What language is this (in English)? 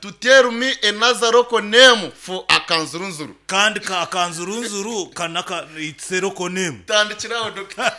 Nyankole